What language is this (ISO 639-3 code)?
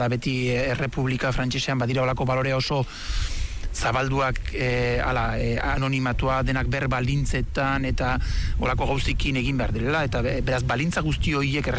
eus